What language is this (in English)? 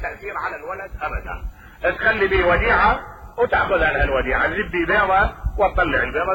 Mesopotamian Arabic